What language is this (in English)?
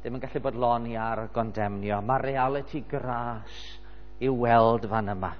Welsh